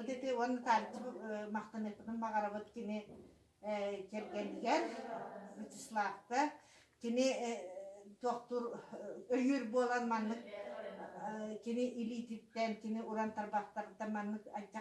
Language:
Yakut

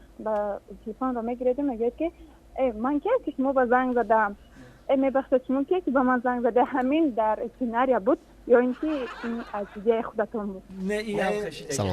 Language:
Tajik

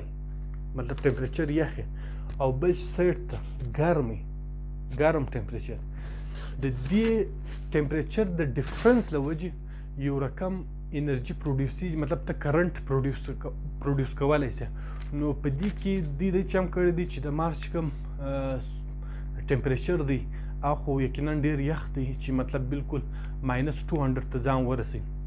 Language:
Pashto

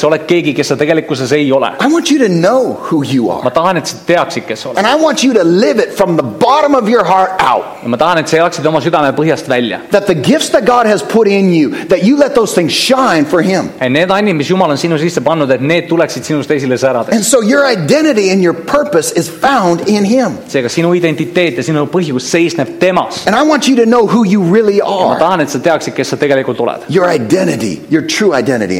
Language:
Estonian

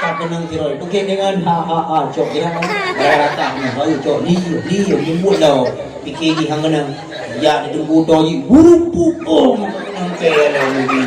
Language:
Achinese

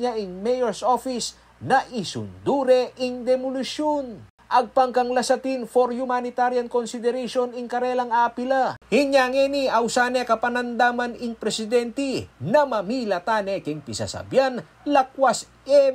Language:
Pampanga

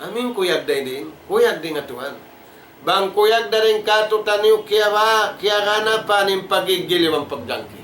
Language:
Tausug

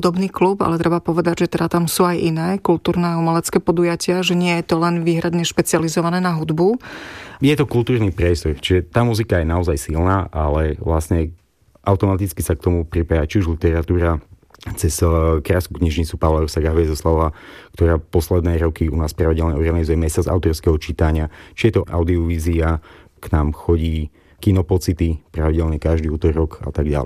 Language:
Slovak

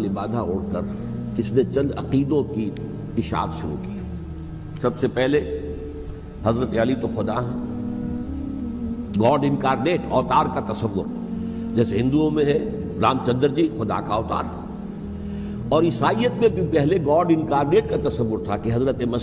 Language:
Urdu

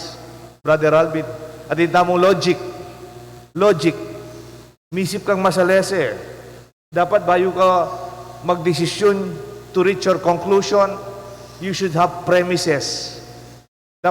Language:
Pampanga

